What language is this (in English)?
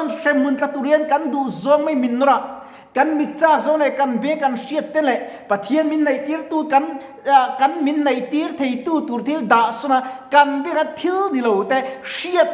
Mizo